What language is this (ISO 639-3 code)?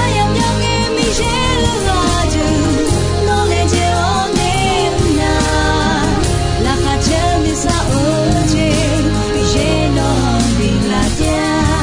ahk